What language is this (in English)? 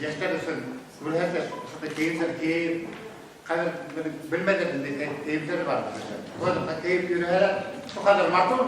Bashkir